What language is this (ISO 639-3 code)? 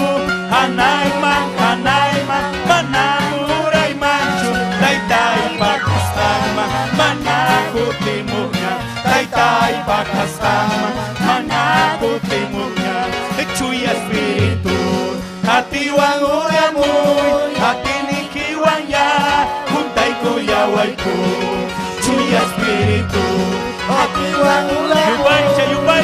quy